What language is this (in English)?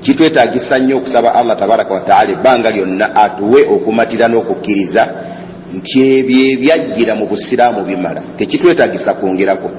Ganda